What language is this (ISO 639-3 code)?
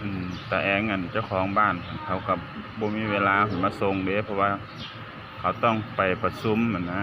lao